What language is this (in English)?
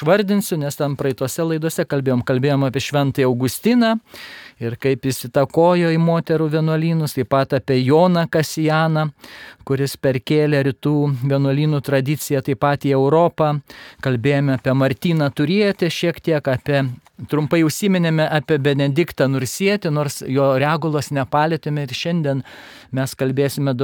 Lithuanian